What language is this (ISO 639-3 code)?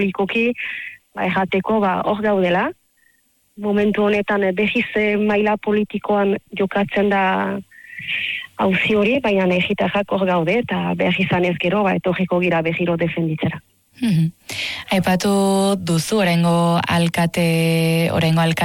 eus